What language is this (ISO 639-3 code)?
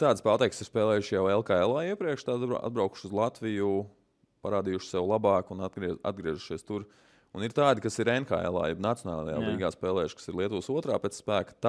lav